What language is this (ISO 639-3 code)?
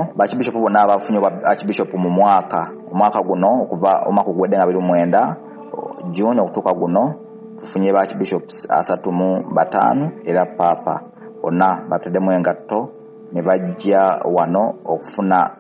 lug